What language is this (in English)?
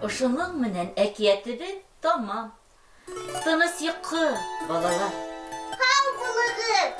Bashkir